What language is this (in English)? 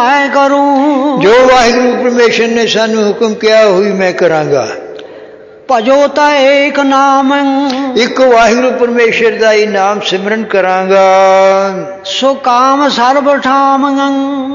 Punjabi